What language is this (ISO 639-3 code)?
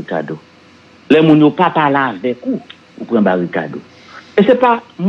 hat